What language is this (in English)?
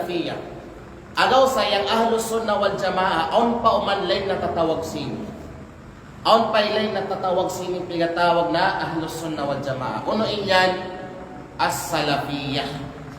Kalagan